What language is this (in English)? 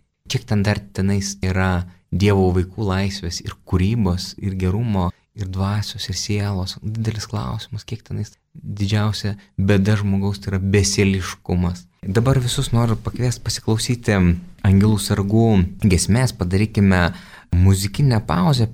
Lithuanian